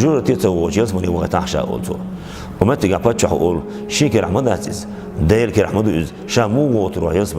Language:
Chechen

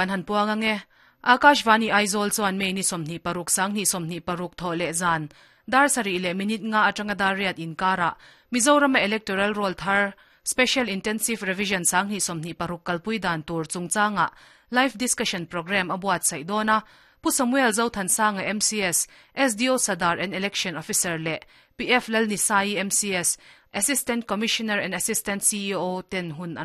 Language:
Mizo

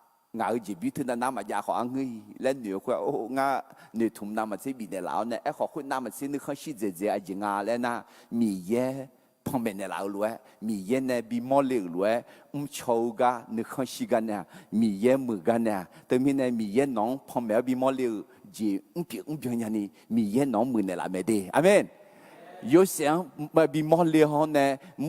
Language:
Akha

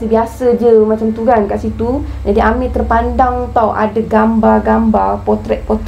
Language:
Malay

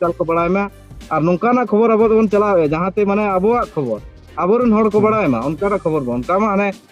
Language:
Santali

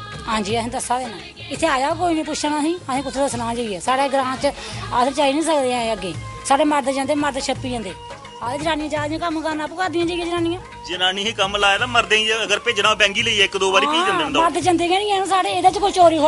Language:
Dogri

